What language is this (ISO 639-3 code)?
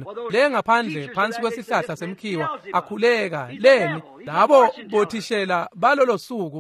ssw